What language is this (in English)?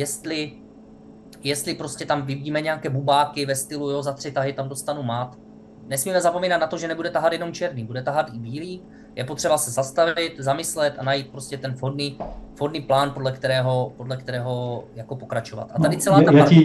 Czech